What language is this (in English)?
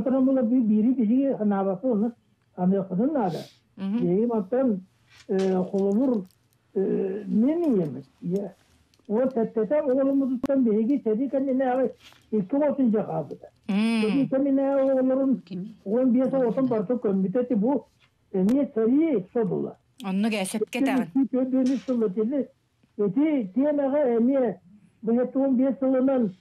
Yakut